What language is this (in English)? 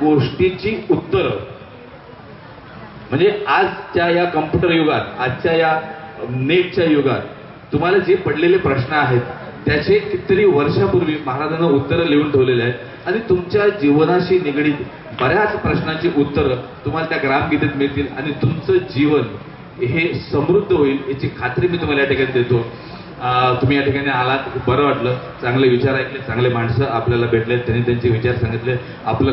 Marathi